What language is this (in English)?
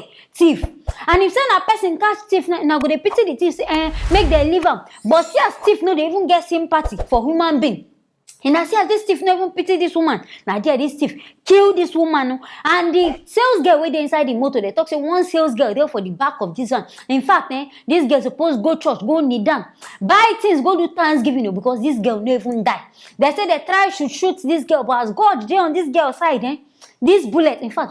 Nigerian Pidgin